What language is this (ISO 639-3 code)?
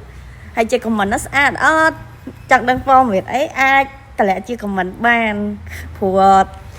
khm